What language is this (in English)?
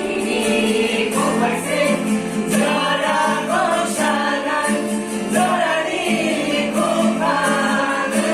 Kok Borok